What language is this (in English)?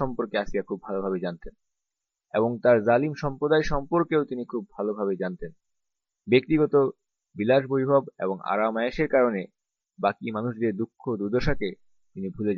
Bangla